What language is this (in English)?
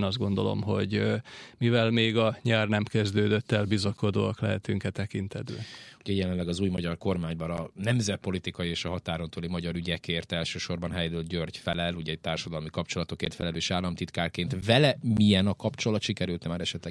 Hungarian